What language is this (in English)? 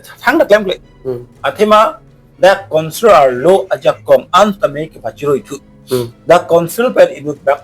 Karbi